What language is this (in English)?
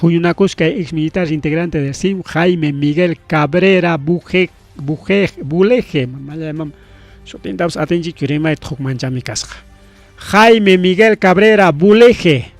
Ayacucho Quechua